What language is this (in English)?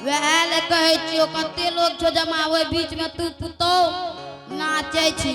Angika